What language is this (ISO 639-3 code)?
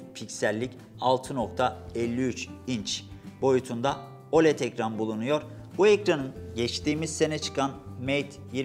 tur